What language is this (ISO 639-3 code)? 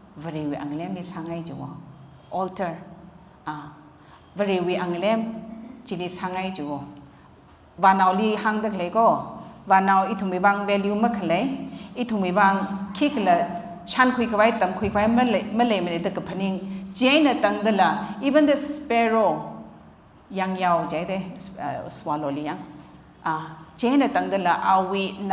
nmf